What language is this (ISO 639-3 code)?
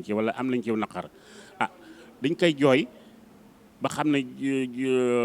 wol